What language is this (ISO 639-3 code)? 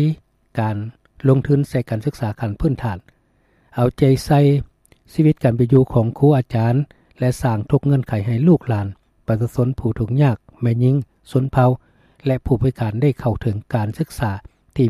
lao